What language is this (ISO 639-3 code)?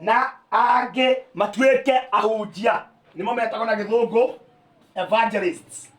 kik